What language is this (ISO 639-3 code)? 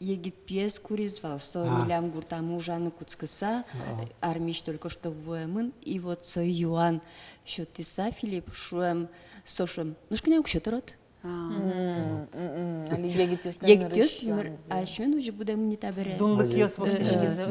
udm